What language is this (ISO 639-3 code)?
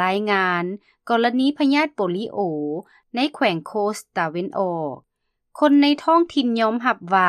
lao